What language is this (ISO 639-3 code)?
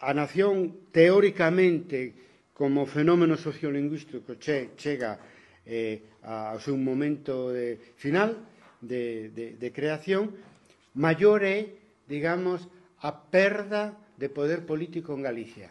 glg